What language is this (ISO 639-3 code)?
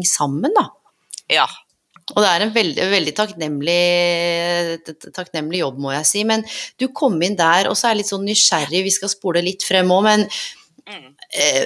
nor